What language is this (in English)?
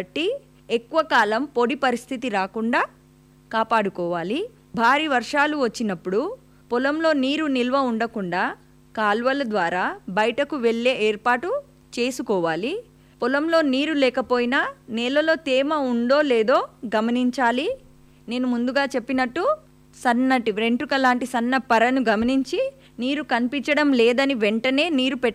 Telugu